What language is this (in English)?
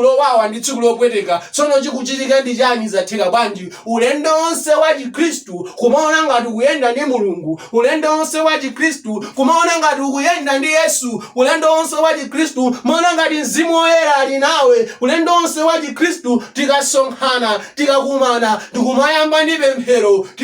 Nyanja